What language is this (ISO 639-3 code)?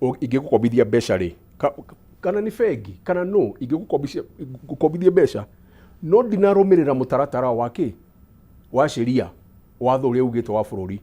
kik